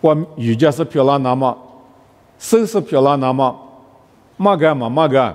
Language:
Lisu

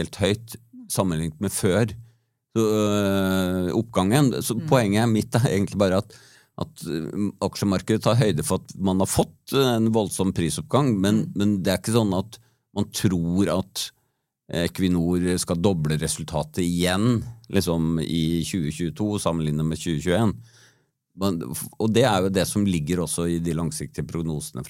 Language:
Norwegian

